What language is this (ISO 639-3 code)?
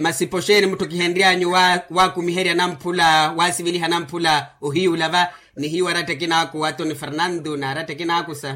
vmw